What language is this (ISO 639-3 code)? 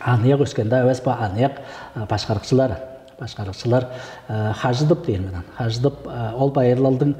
tyv